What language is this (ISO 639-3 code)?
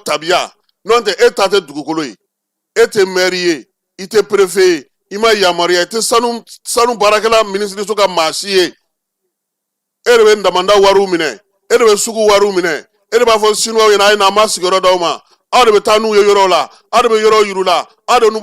bam